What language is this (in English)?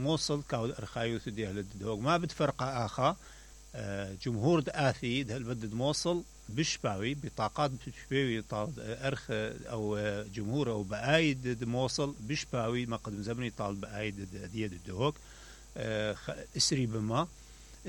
Mesopotamian Arabic